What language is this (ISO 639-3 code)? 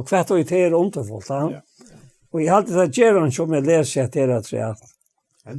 fao